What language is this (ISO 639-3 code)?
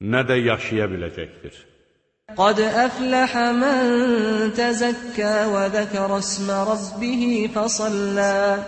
aze